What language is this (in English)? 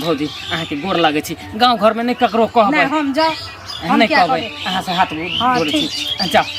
Maithili